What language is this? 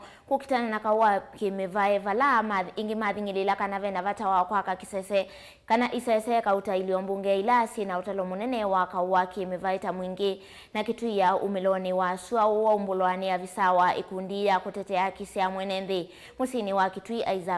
Kamba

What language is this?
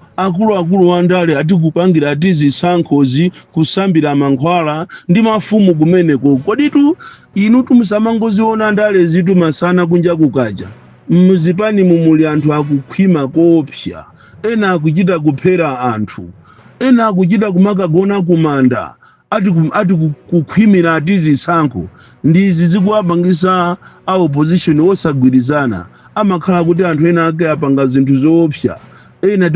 Nyanja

